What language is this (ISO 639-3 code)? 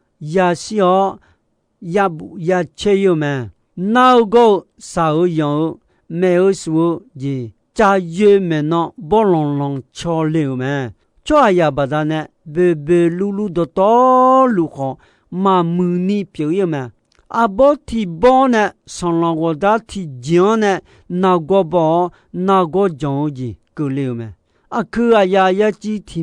ahk